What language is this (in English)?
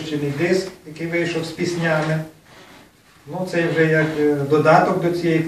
Ukrainian